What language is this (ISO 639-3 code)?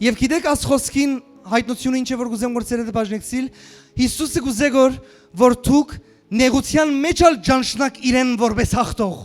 hyw